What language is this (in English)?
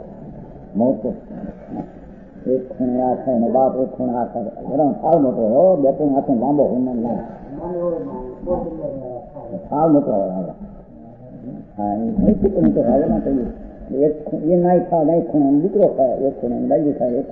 Gujarati